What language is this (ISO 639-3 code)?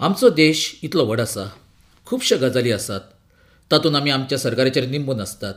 kok